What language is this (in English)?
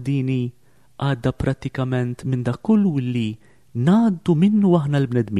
Maltese